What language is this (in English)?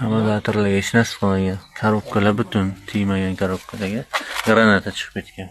Uzbek